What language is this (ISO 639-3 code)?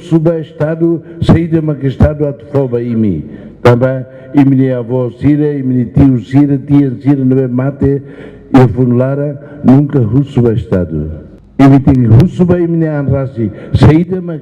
tet